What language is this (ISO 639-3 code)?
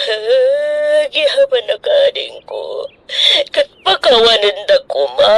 ilo